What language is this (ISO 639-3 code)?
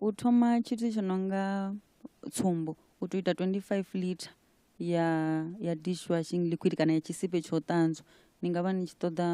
ven